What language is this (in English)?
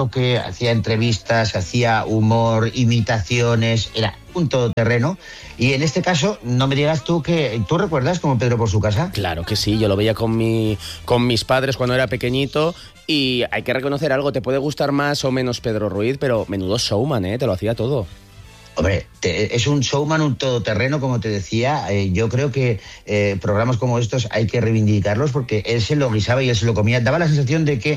Spanish